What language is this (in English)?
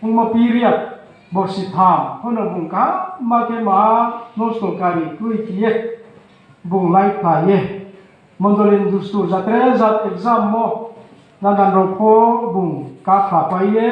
Riang (India)